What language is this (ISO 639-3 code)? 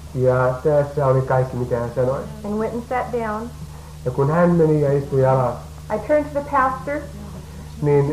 fin